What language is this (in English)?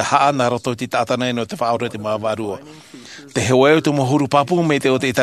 Tahitian